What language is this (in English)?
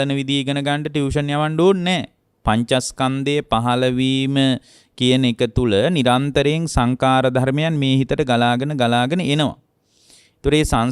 Sinhala